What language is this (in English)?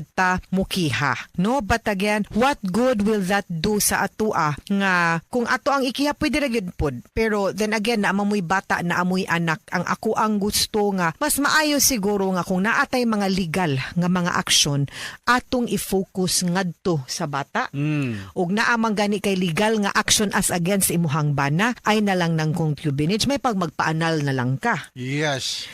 Cebuano